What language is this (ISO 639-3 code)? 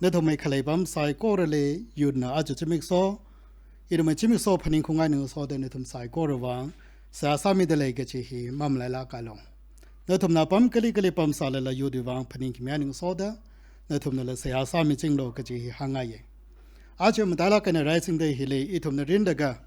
nmf